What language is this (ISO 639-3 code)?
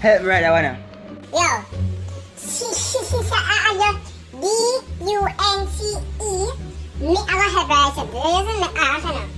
jam